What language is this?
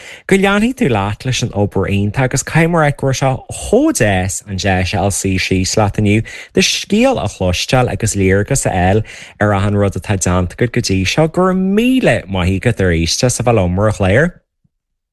Irish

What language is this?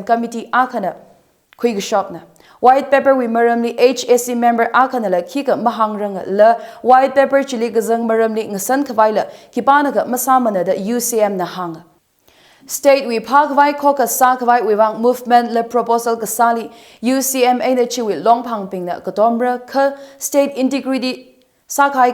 Tangkhul Naga (India)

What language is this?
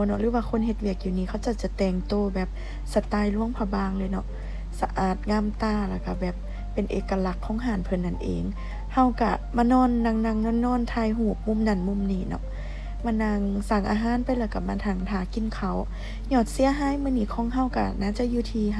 Lao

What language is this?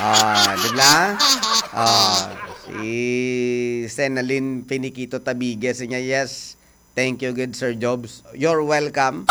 Hiligaynon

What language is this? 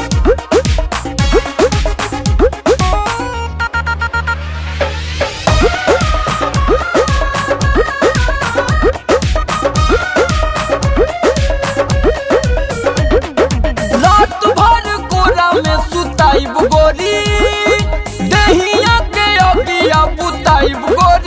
Bhojpuri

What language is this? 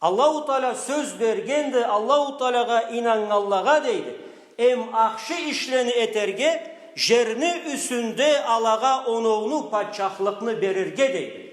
Karachay-Balkar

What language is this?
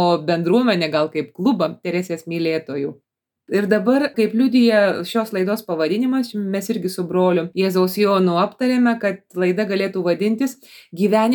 Lithuanian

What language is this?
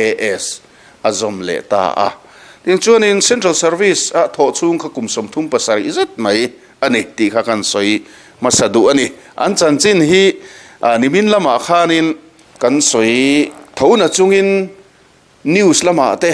Mizo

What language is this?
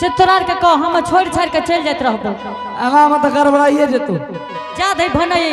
Angika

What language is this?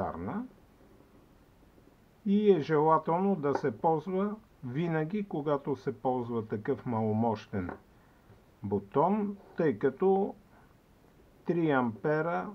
Bulgarian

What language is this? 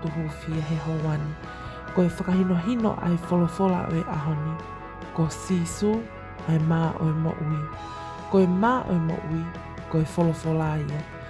Tongan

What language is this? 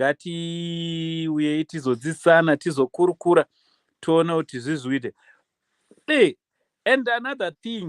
Shona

